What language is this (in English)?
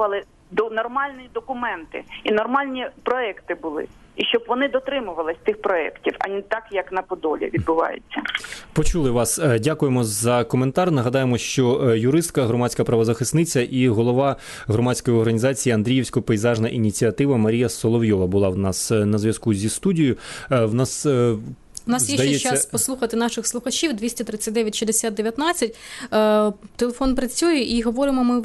Ukrainian